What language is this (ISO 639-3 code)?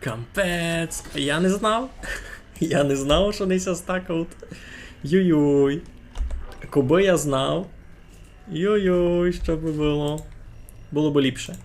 rue